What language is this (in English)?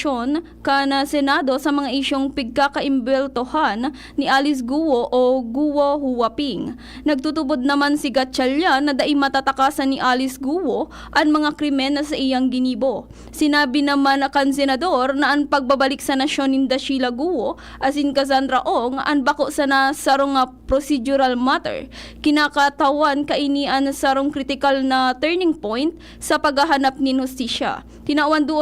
Bikol